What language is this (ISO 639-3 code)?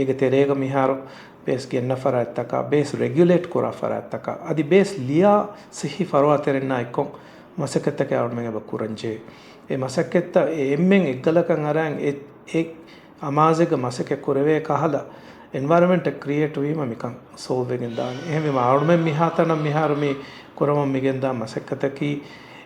div